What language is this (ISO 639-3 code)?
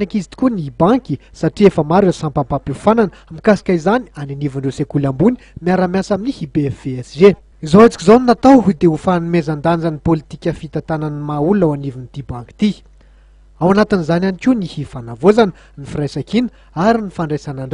mlg